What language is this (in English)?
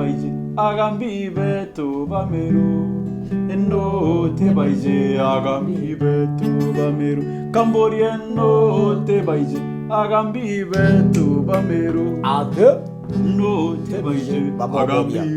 Meru